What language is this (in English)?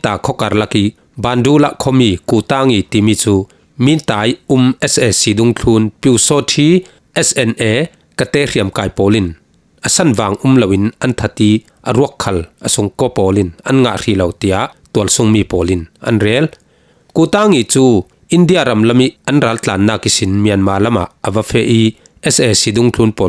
Falam Chin